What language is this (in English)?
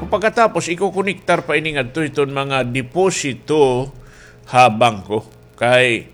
Waray